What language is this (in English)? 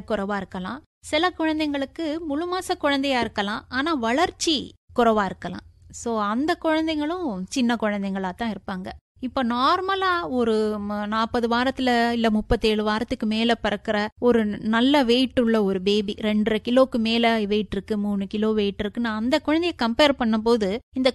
Tamil